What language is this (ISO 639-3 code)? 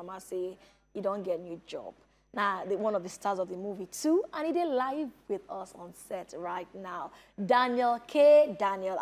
pcm